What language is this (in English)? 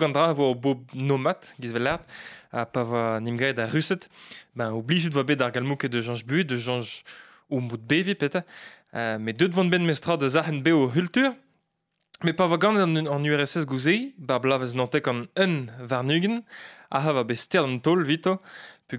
Breton